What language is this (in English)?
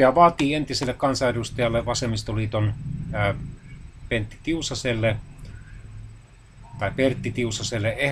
Finnish